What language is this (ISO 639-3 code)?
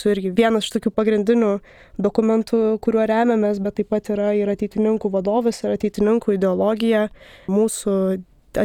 lit